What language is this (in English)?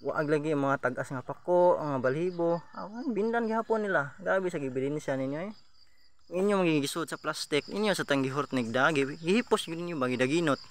Cebuano